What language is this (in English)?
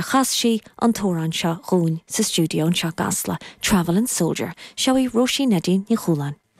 Irish